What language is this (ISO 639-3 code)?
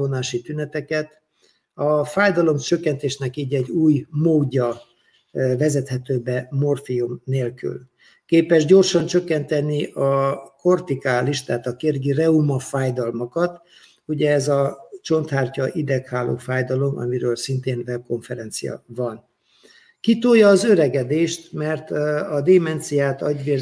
hun